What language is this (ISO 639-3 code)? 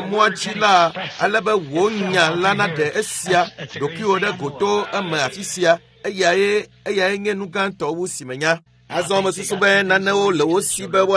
ewe